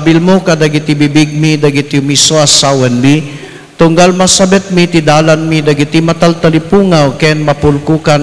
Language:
Iloko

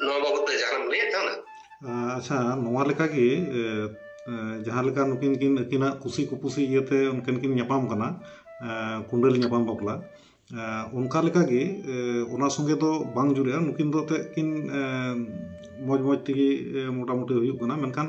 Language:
Santali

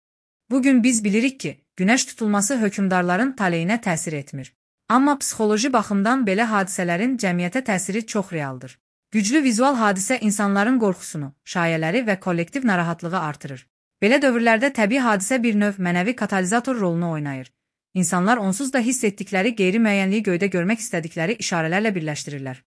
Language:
Azerbaijani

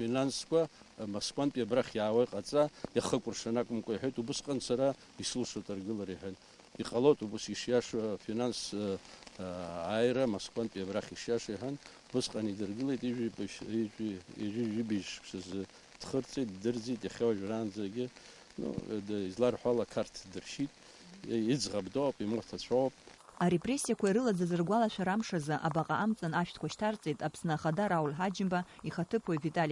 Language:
Abkhazian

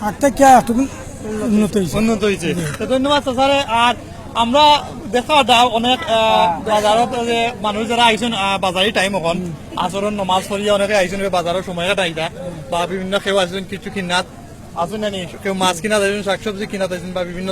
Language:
Sylheti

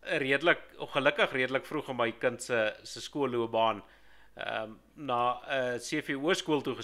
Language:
Afrikaans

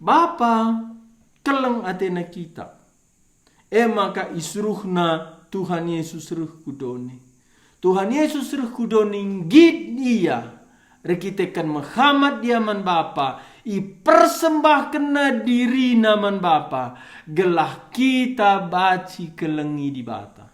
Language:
Batak Karo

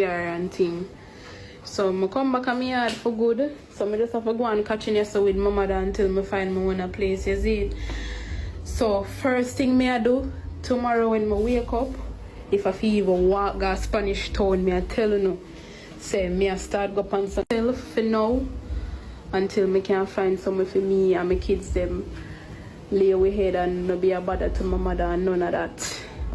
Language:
Jamaican Creole English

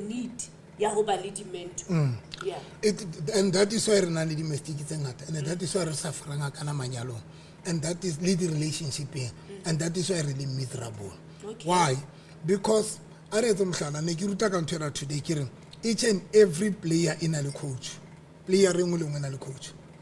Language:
Southern Sotho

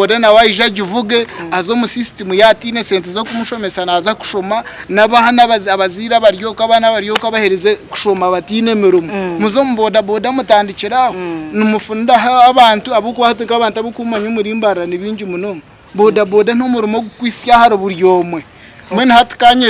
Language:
Nyankole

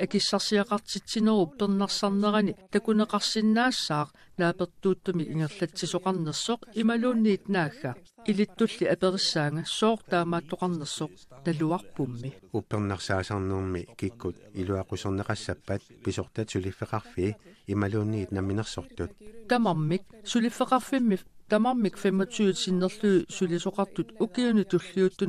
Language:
Kalaallisut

